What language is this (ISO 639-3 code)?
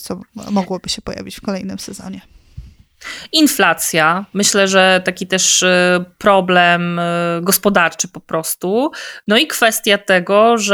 pol